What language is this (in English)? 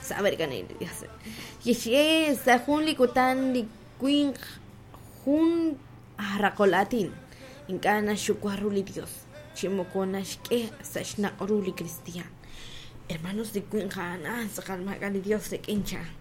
Kekchí